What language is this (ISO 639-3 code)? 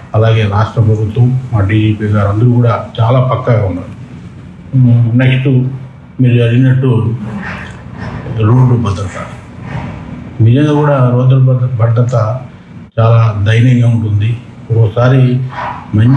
tel